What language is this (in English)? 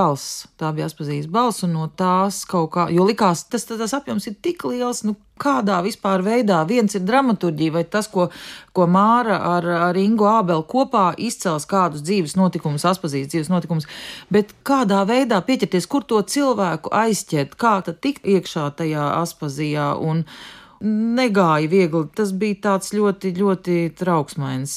Latvian